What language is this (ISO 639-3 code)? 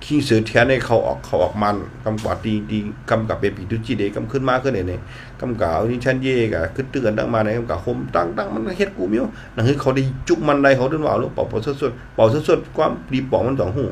shn